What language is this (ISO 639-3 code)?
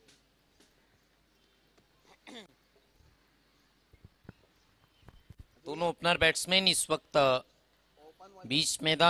hin